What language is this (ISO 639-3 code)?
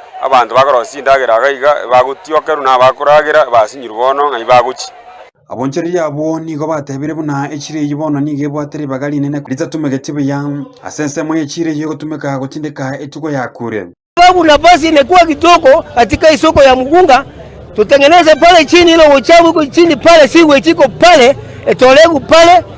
guz